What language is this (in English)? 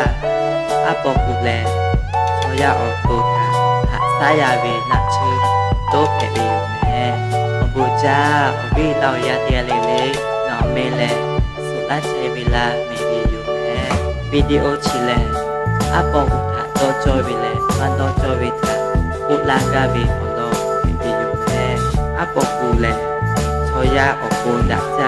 Lahu